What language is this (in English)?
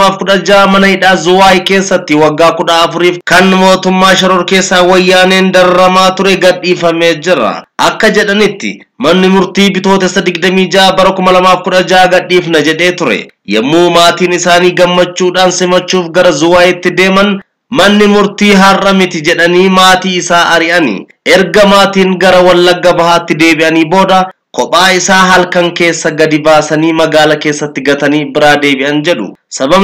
Oromo